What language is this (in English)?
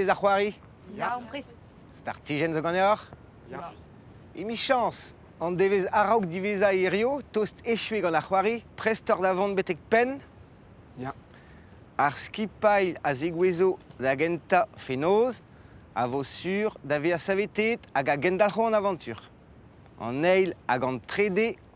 Breton